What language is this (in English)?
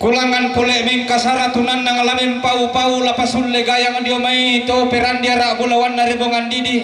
Toraja-Sa'dan